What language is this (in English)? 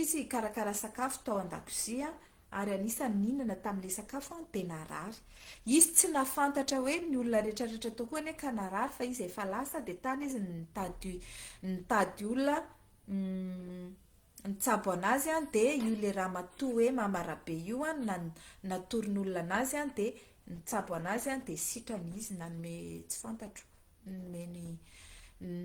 Malagasy